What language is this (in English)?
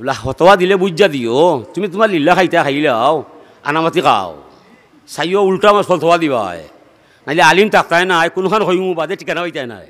Sylheti